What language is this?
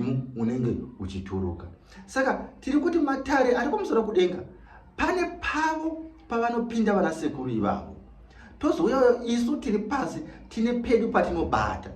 Shona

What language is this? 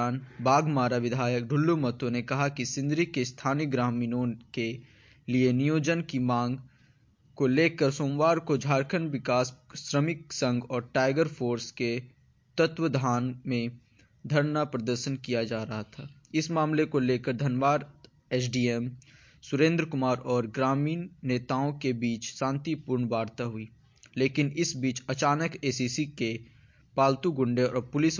Hindi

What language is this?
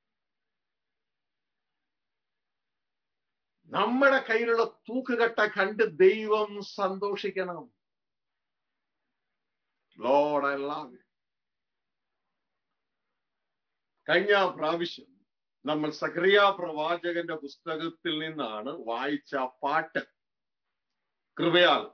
Malayalam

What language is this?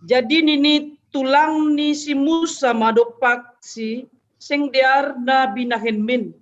Batak Simalungun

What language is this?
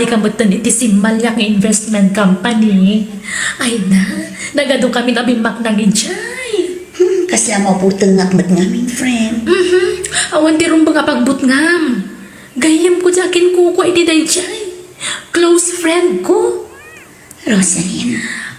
Iloko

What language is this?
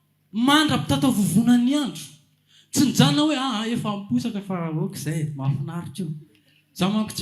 Malagasy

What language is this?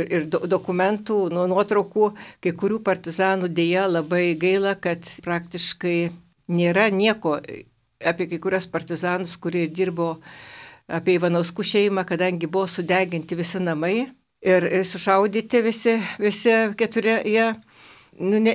Lithuanian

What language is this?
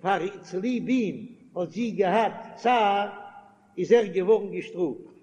Yiddish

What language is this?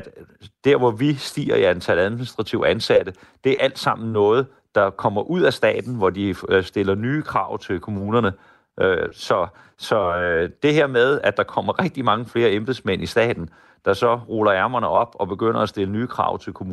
Danish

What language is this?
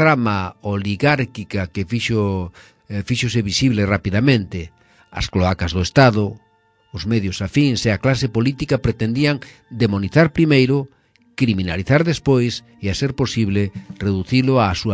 Galician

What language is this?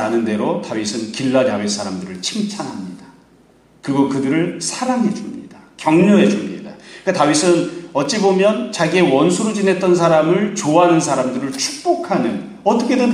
Korean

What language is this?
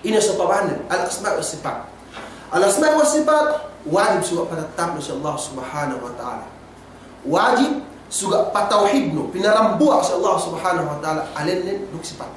Yakan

